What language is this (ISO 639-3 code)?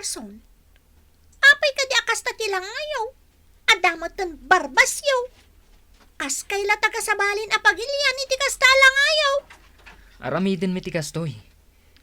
ilo